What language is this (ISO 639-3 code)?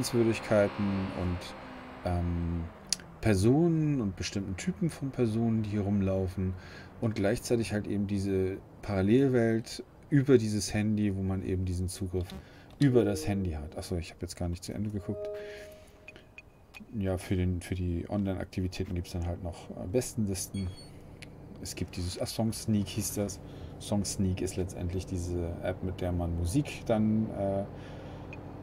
deu